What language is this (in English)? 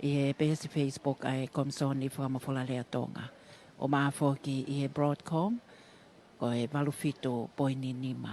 Tongan